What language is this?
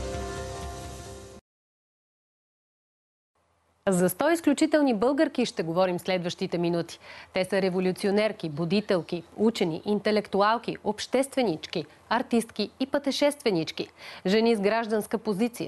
Bulgarian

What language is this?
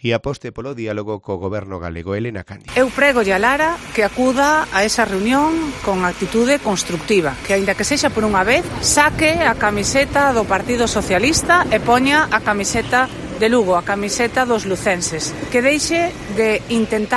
Galician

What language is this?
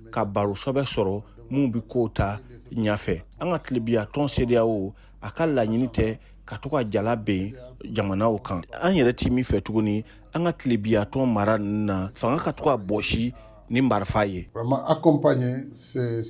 Bambara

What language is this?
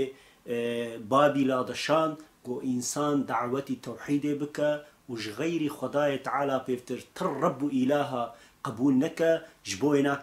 Kurdish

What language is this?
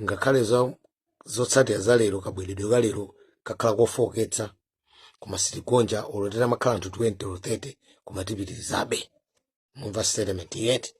Nyanja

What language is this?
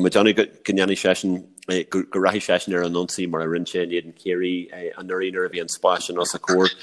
Irish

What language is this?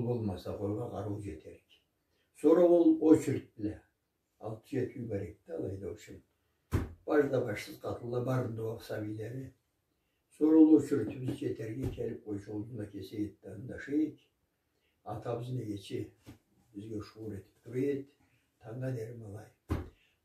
Karachay-Balkar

